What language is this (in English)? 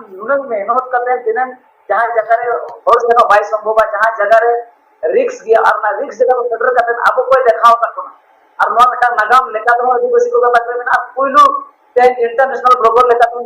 Santali